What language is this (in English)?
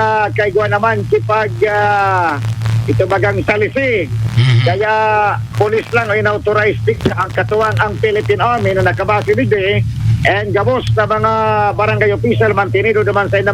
Bikol